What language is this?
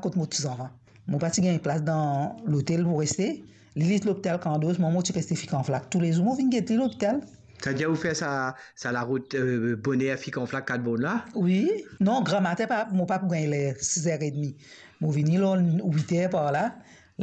Morisyen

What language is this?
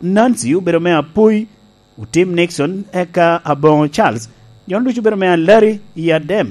Lango (Uganda)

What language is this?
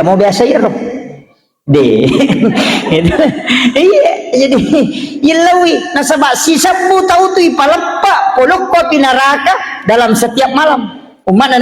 Buginese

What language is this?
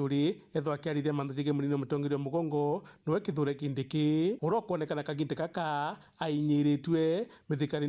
Meru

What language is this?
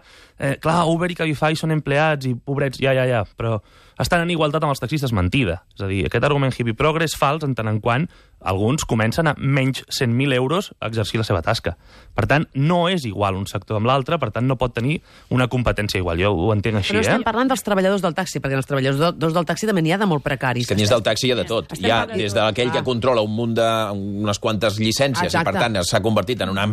Catalan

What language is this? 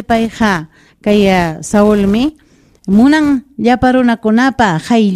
Ayacucho Quechua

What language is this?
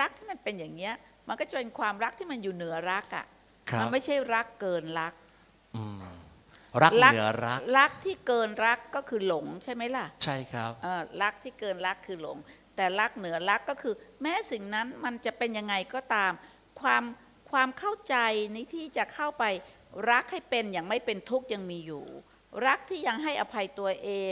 Thai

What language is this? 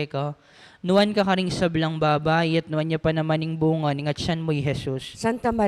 Pampanga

